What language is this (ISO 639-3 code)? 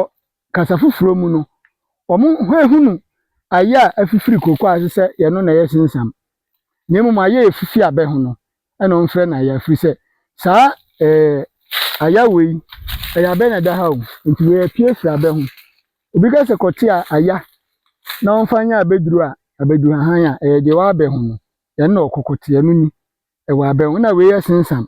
aka